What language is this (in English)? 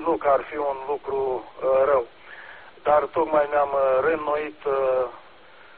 Romanian